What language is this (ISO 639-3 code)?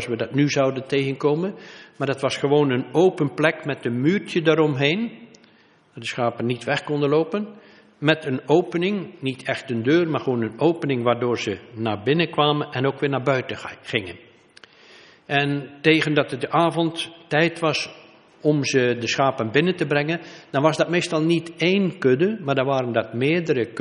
nld